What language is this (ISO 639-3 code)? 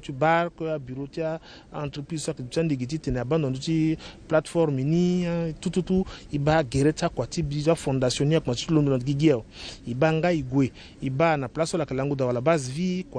sag